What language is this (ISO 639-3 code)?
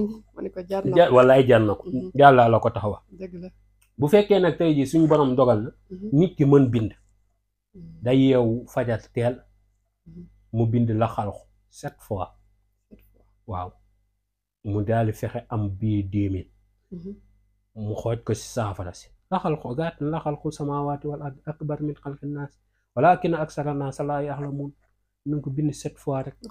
wol